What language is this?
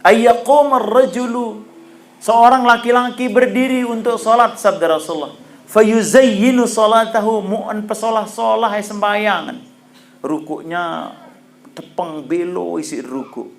Sasak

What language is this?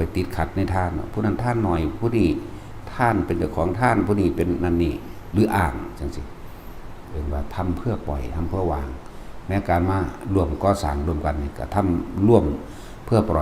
Northeastern Thai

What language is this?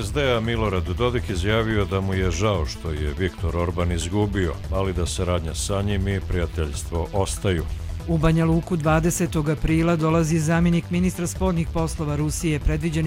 Croatian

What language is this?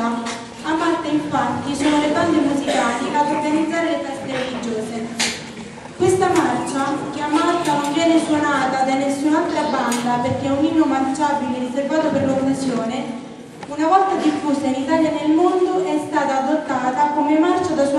Italian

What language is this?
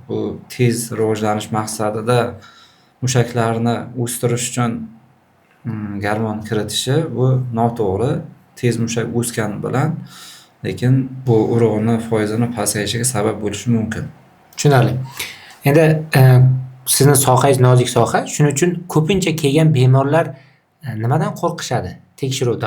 Uzbek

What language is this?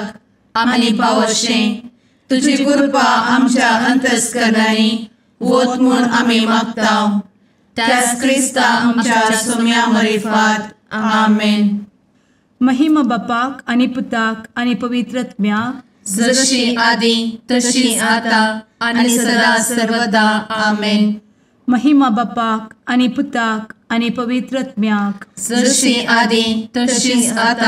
Konkani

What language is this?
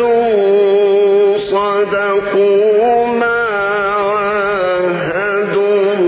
Arabic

